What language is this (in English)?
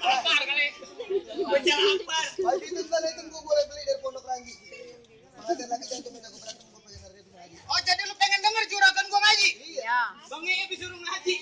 Betawi